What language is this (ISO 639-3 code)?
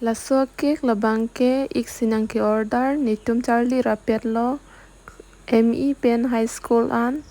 mjw